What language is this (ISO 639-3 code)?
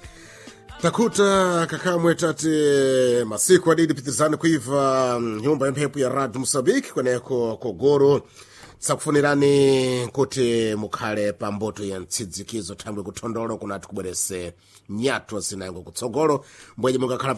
seh